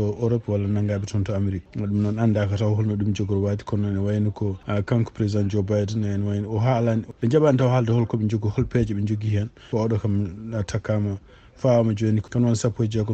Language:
Fula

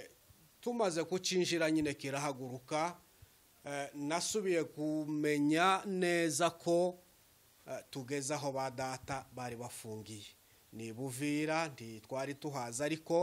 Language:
Kinyarwanda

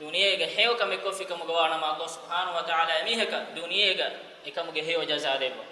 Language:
Divehi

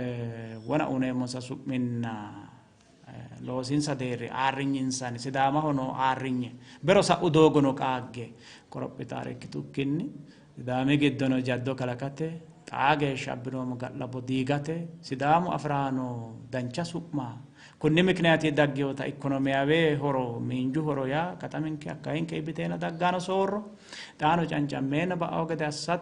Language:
Sidamo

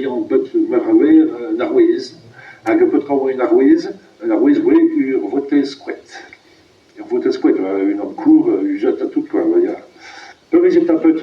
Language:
Breton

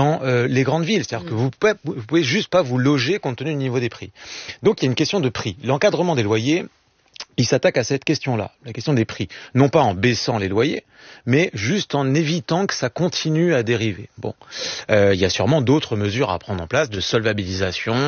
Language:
French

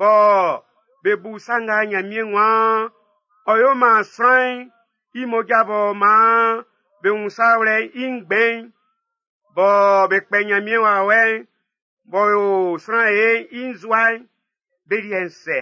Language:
Baoulé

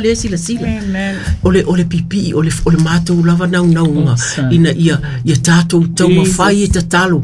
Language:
Samoan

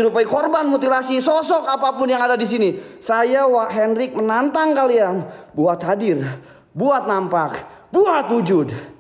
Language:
Indonesian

